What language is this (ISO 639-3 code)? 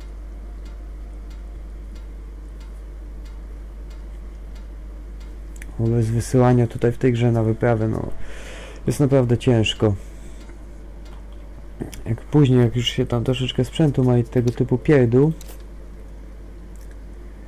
pol